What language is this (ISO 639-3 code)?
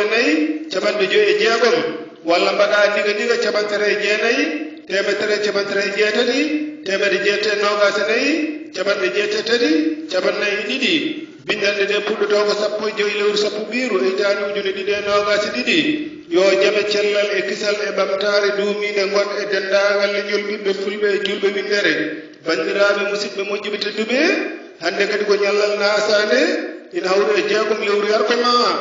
ful